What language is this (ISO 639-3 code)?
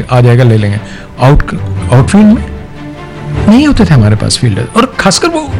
hin